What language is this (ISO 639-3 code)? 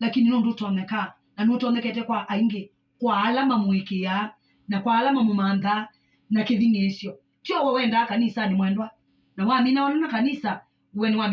kam